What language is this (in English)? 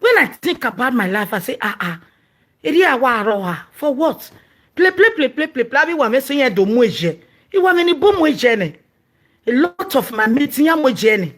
Nigerian Pidgin